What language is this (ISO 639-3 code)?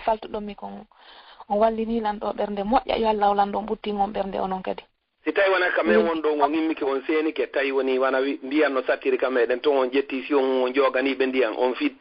ful